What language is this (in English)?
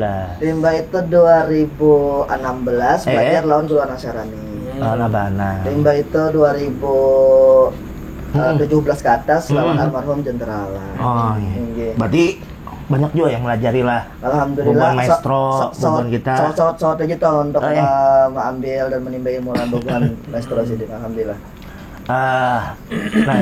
Banjar